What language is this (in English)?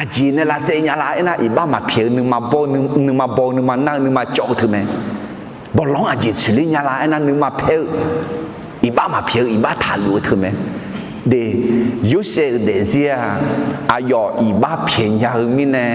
Akha